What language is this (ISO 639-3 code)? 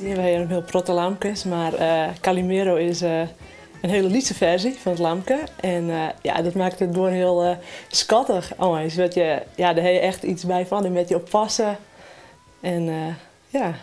fry